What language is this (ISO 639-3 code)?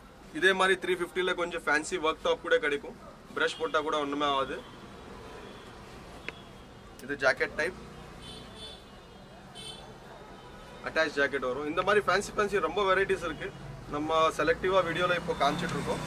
tam